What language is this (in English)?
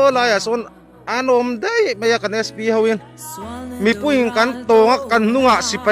Mizo